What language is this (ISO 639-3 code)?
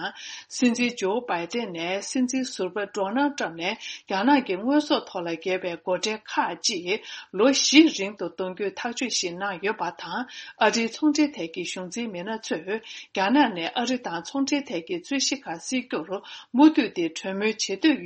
bod